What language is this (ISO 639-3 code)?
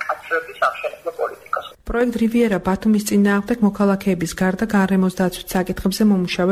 kat